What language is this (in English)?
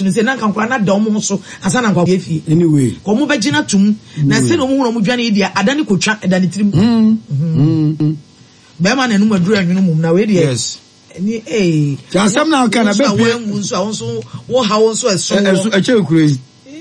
Akan